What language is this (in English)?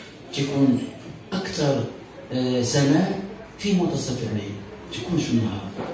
Arabic